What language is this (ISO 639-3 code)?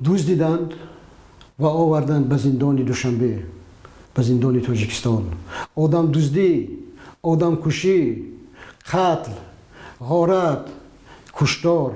tgk